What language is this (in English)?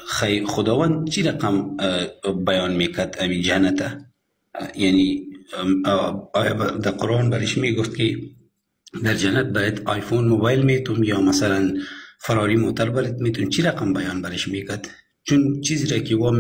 Persian